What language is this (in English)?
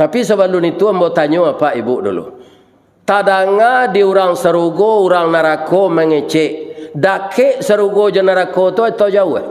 Minangkabau